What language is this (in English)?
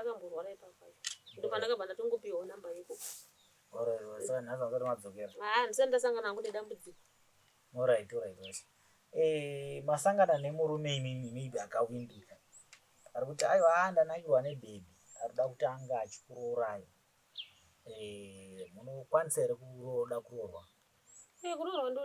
Shona